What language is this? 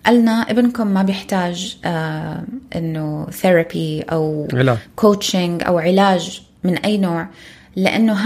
North Levantine Arabic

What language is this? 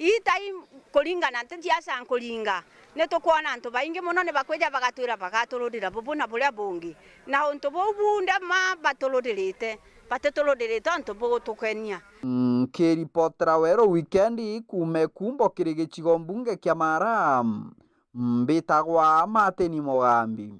Meru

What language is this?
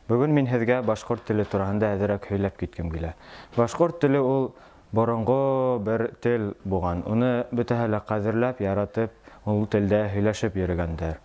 Bashkir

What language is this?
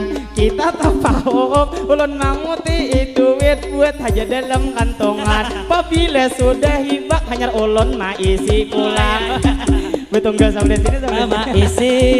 Banjar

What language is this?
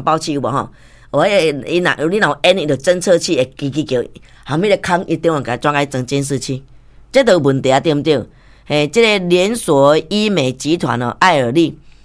Min Nan Chinese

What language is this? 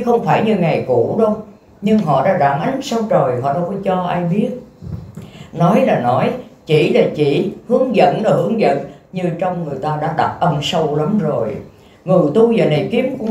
Vietnamese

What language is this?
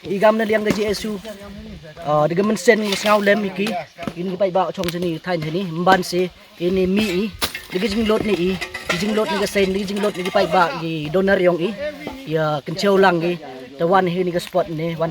Pnar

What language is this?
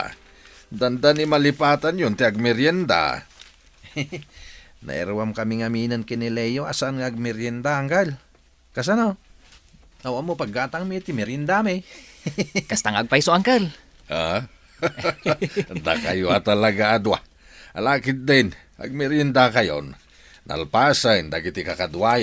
Iloko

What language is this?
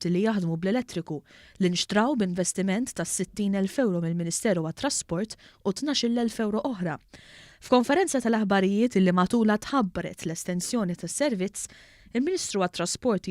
Maltese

